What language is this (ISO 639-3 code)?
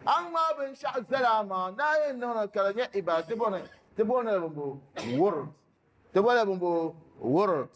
dag